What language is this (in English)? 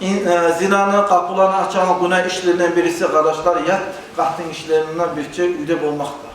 Kumyk